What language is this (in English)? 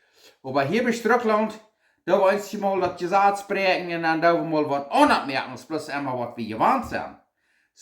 Plautdietsch